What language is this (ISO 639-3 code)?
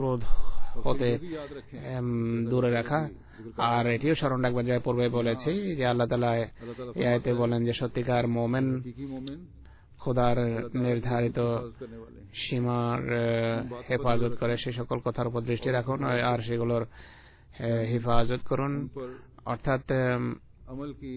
ben